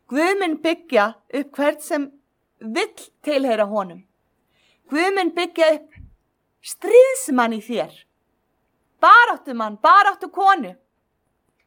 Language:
Icelandic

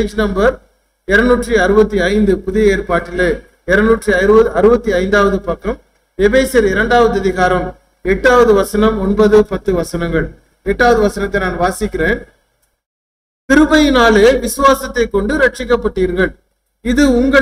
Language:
Tamil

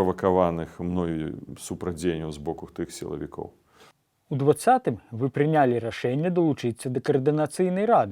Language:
Belarusian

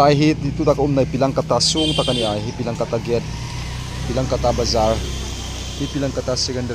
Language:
Hmar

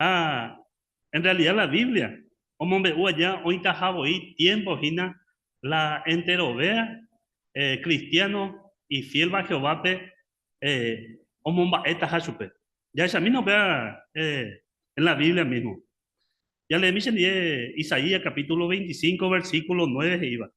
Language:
Guarani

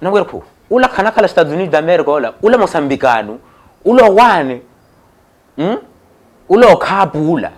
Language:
Makhuwa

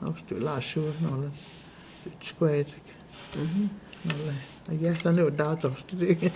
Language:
Cherokee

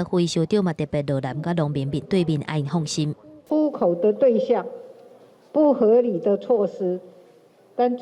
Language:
Min Nan Chinese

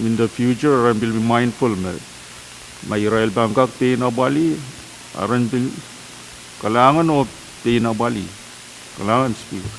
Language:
Pohnpeian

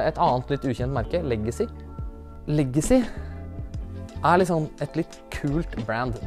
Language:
Norwegian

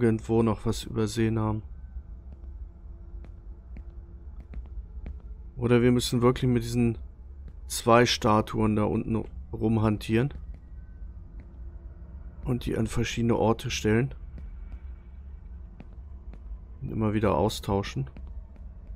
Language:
German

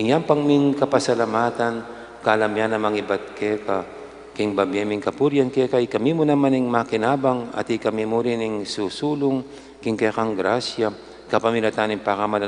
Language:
Pampanga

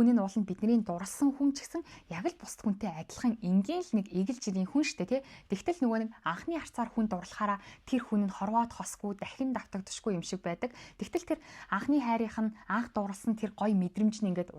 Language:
Mongolian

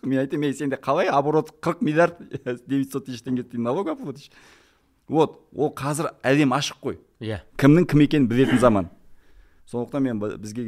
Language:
Kazakh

